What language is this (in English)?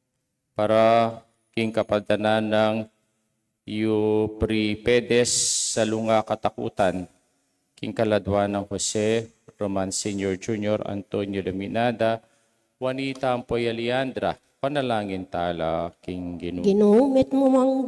Pampanga